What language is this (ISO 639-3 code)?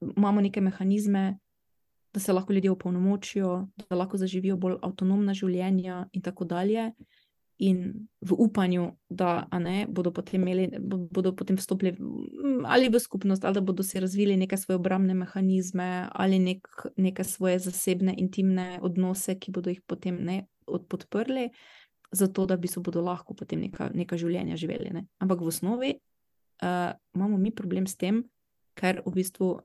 slv